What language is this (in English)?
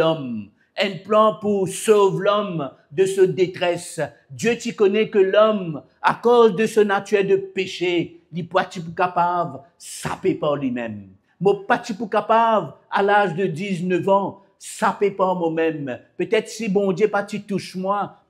Morisyen